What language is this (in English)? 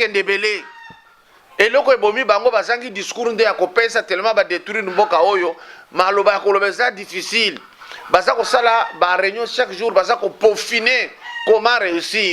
Lingala